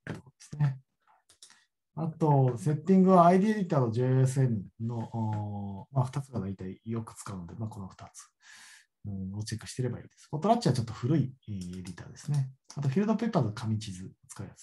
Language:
Japanese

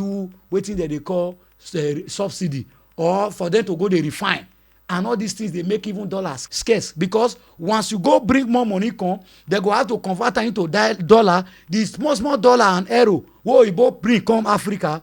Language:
Nigerian Pidgin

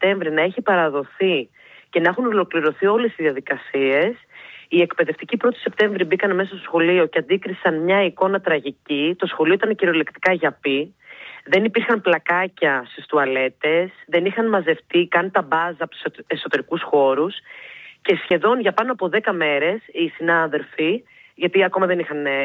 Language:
Greek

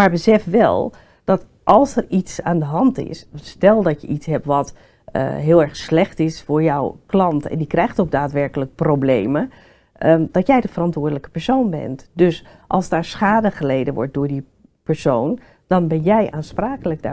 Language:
Dutch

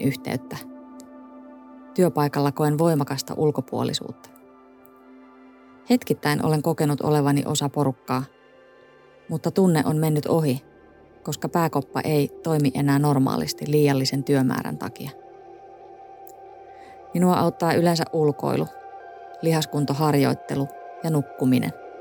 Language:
Finnish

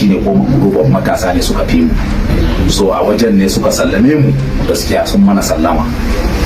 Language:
Hausa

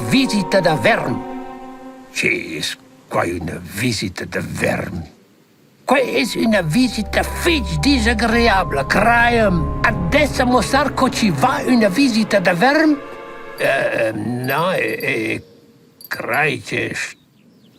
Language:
Romansh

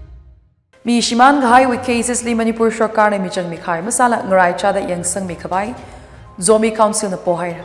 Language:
Tangkhul Naga (India)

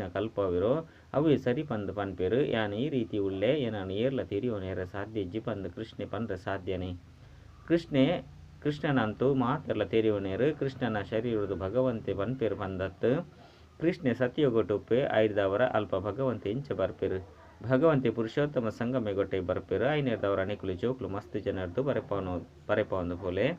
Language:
Tulu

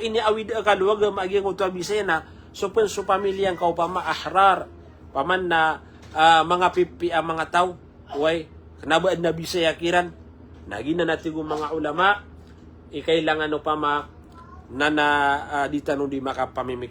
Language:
Maranao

